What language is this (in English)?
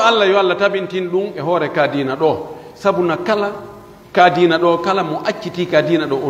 Pular